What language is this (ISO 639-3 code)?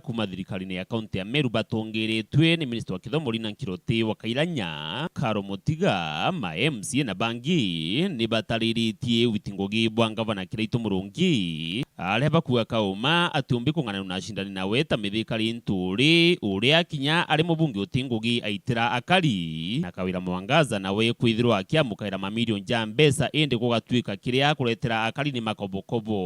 mer